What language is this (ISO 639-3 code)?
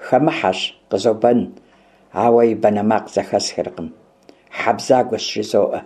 kbd